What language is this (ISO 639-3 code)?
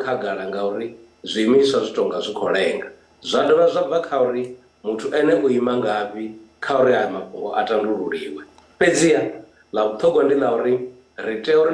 ven